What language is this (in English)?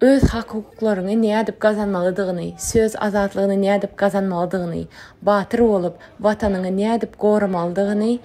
Turkmen